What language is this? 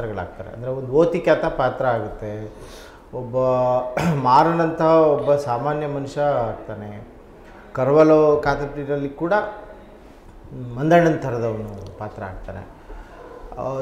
Kannada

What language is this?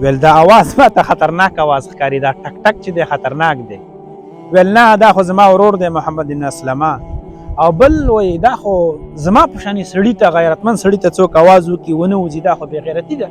Pashto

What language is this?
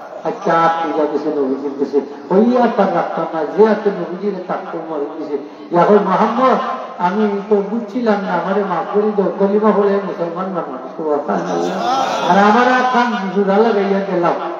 Sylheti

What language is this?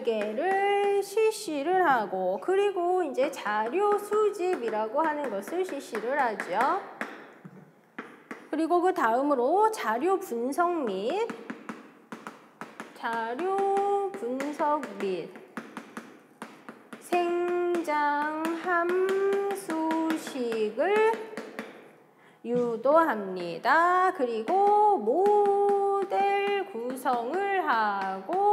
Korean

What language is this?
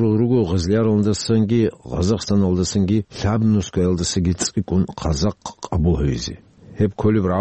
Avaric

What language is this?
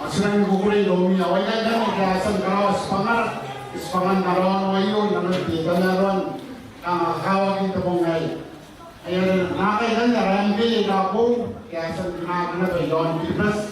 Gilbertese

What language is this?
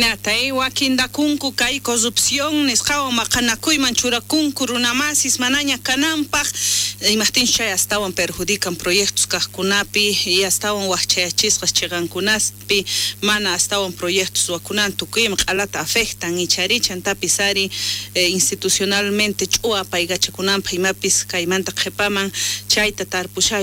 South Bolivian Quechua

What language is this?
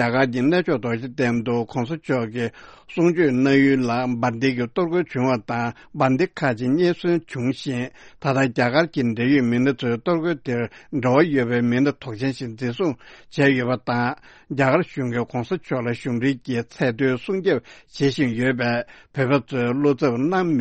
Tibetan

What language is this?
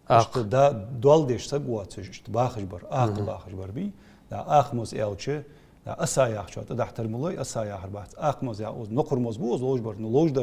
Ingush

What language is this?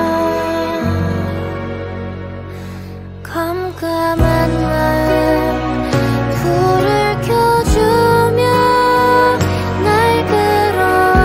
Korean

